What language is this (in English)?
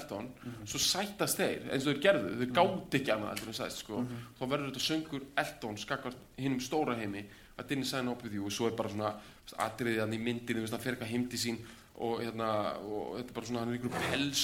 Icelandic